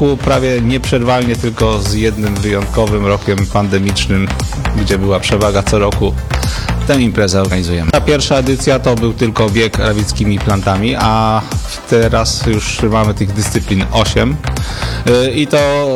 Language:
Polish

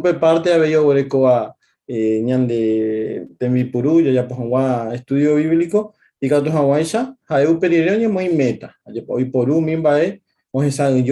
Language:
Guarani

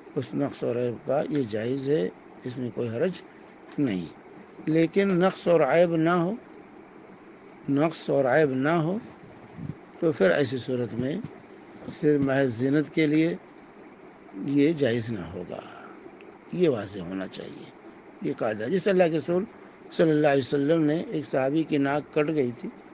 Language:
Urdu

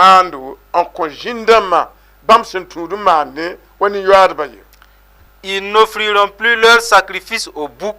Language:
Mossi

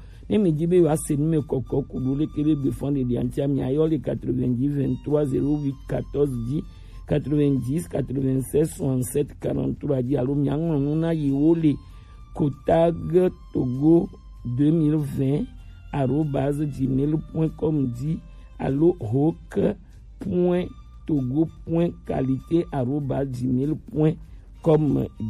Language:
Gen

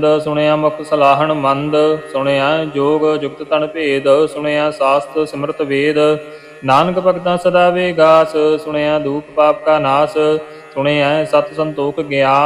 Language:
Punjabi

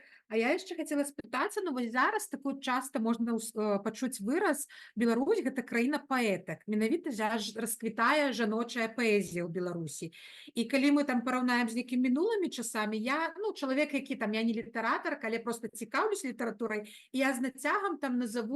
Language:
Belarusian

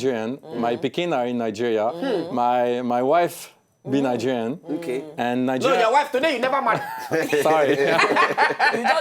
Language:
Nigerian Pidgin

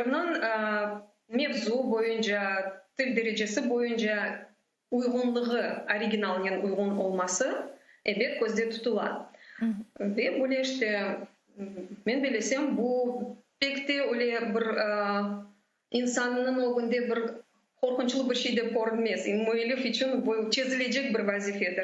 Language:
Crimean Tatar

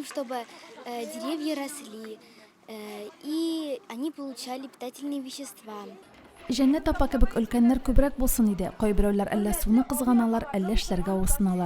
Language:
Tatar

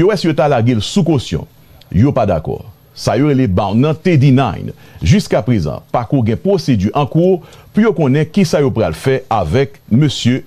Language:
Haitian Creole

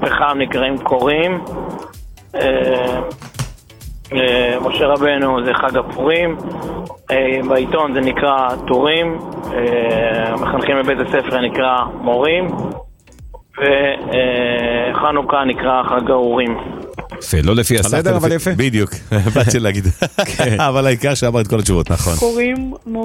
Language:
Hebrew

